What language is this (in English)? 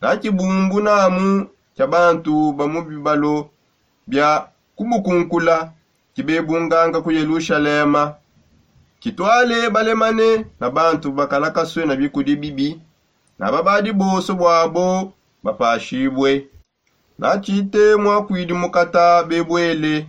Songe